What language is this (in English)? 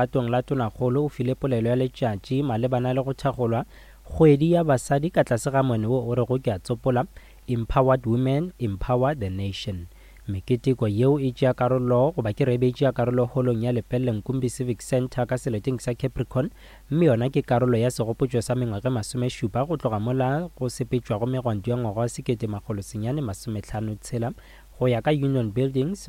Northern Sotho